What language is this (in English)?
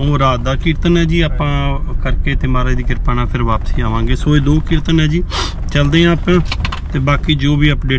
Punjabi